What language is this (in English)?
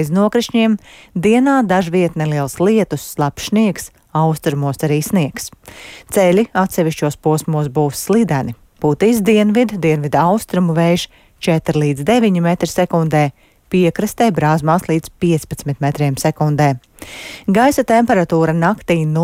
Latvian